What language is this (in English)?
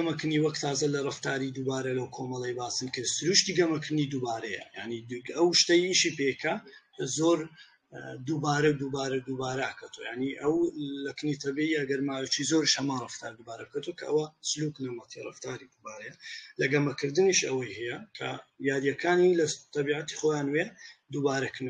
Central Kurdish